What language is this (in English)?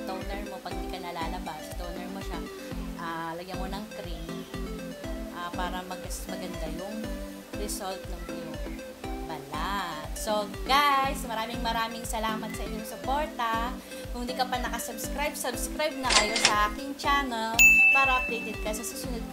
Filipino